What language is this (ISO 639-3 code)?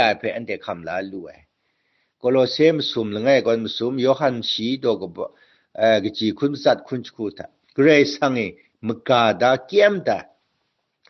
kac